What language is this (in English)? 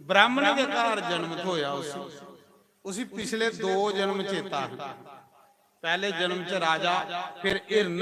Dogri